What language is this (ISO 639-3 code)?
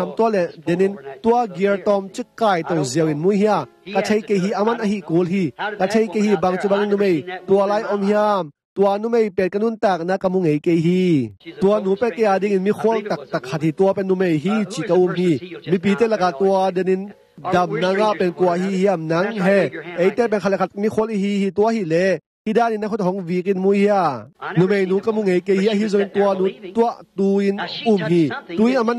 ctd